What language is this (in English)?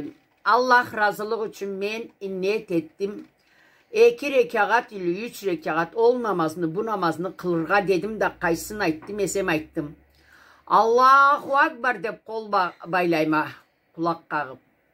Karachay-Balkar